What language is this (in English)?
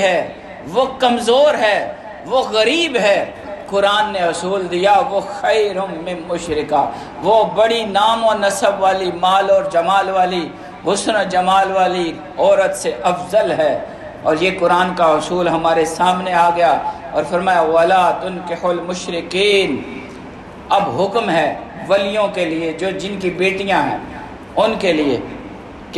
Urdu